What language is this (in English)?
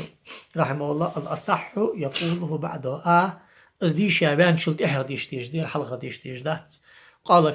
Ingush